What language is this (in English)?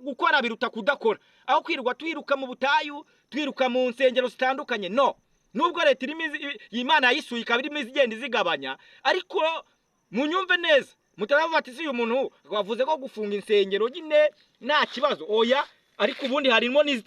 Kinyarwanda